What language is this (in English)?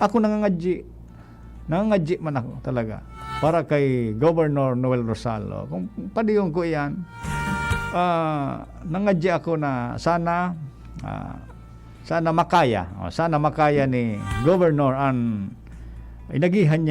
Bikol